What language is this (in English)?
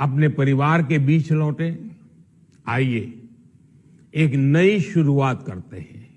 Riang (India)